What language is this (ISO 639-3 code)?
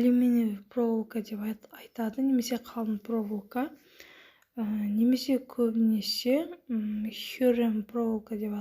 kaz